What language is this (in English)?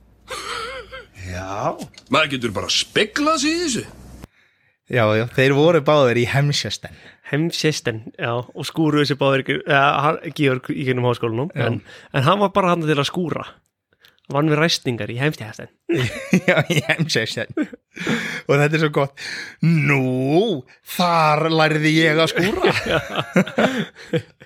Icelandic